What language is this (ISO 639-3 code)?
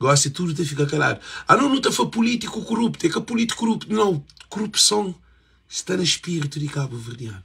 kea